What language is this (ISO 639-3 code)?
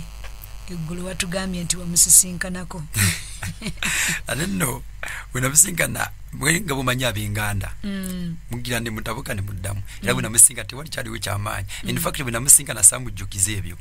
lug